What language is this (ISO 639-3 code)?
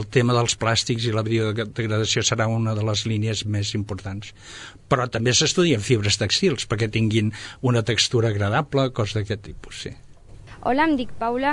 cat